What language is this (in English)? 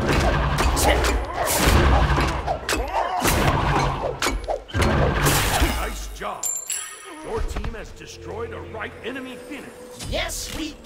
English